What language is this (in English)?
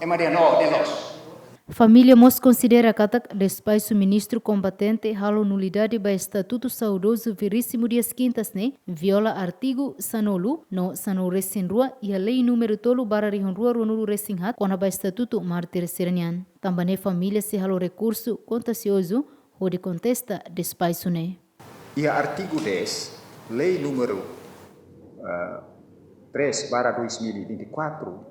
Tetum